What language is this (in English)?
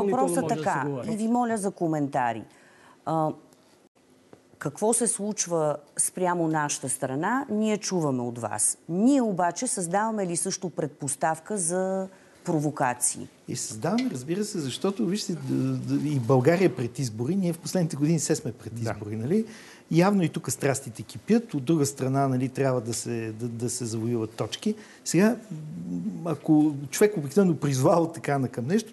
Bulgarian